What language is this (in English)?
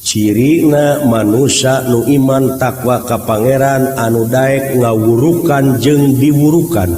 Sundanese